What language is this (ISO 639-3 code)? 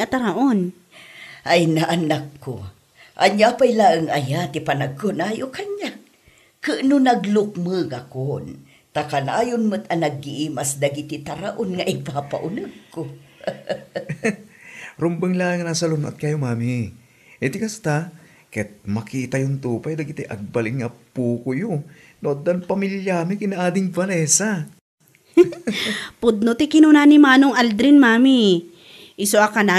ilo